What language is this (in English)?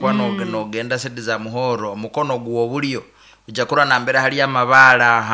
Nyankole